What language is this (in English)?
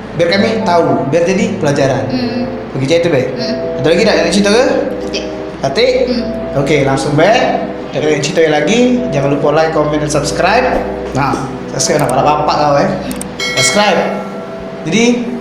Musi